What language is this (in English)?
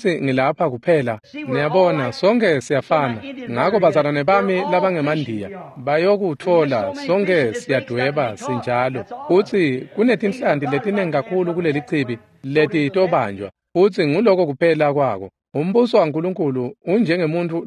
Swati